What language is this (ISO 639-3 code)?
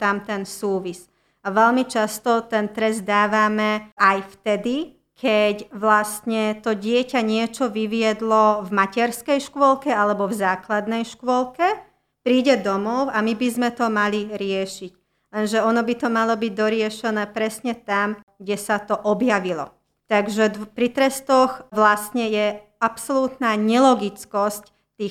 slk